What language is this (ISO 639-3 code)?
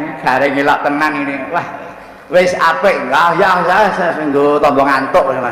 jav